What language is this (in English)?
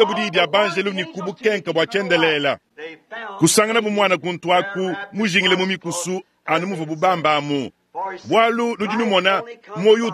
Luba-Lulua